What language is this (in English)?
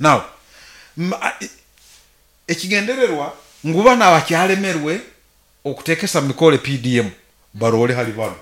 Nyoro